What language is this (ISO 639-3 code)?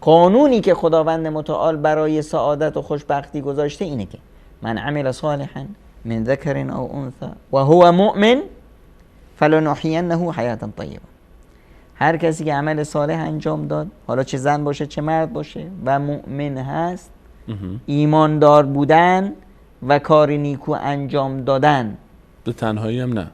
fas